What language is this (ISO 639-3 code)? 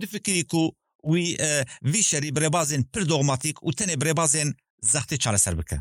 kur